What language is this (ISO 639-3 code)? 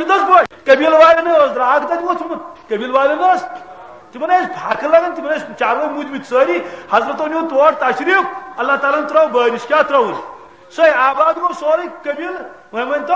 kas